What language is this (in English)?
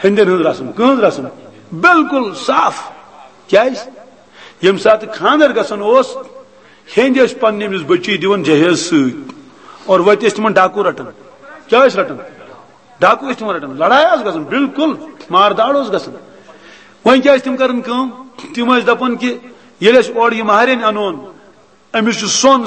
Kashmiri